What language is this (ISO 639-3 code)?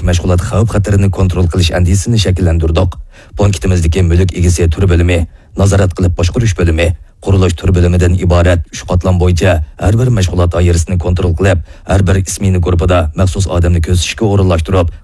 uig